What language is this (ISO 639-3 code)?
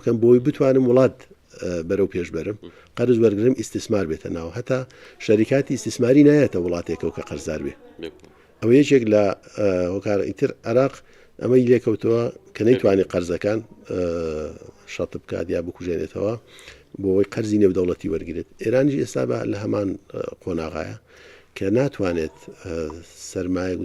ckb